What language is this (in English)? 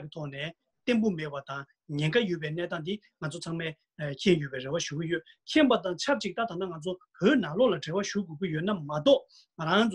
Tibetan